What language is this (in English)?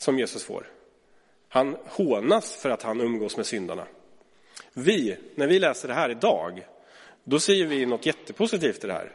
Swedish